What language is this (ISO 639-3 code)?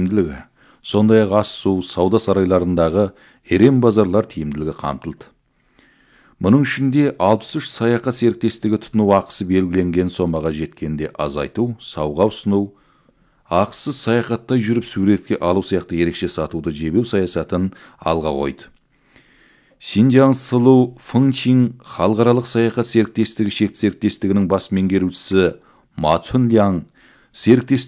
kaz